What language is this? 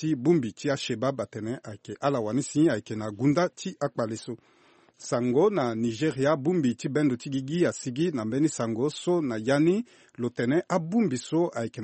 Sango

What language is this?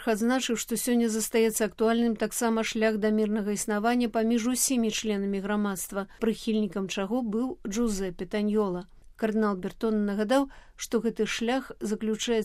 Belarusian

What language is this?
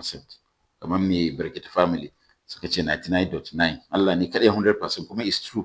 Hausa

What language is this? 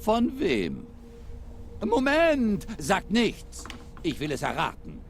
Swiss German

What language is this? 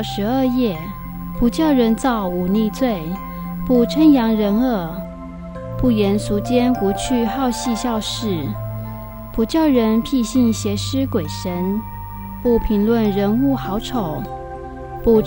Chinese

